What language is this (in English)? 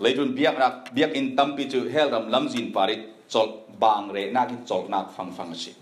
Falam Chin